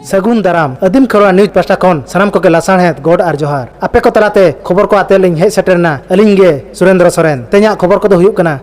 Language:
Santali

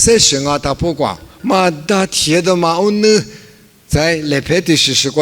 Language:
Lisu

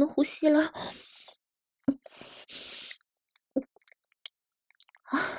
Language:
Chinese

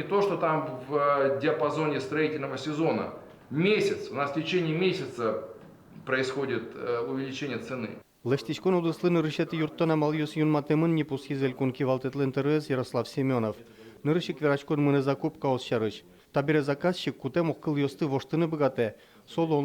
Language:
Udmurt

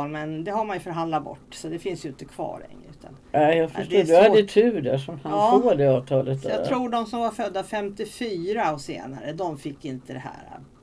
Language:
Swedish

